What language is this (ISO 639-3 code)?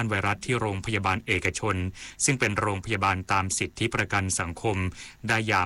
tha